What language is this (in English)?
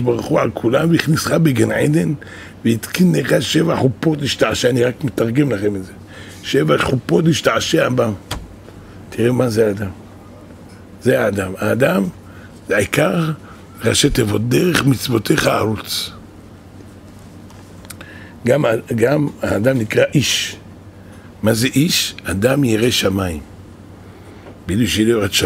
Hebrew